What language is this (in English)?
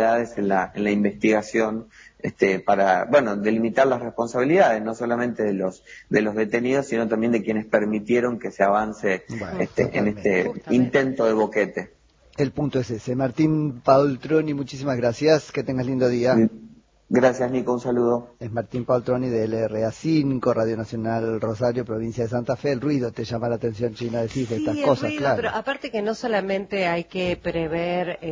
Spanish